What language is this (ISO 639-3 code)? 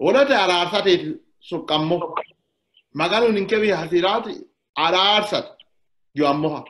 sid